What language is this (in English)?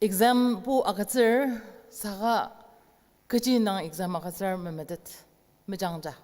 Ao Naga